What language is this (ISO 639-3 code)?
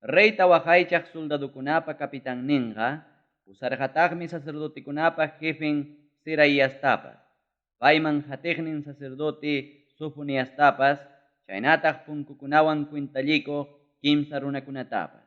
quy